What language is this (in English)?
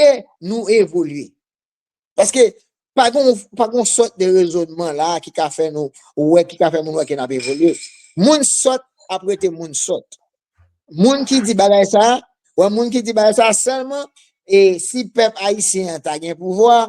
Haitian Creole